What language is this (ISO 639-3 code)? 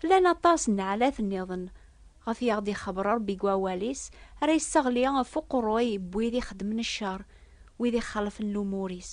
kab